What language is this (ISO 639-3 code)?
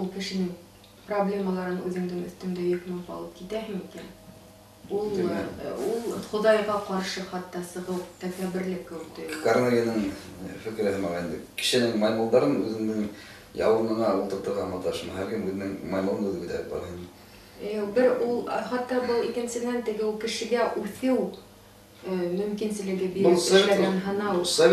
bak